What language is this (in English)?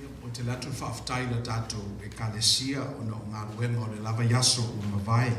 Samoan